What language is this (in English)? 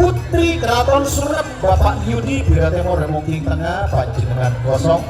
Madurese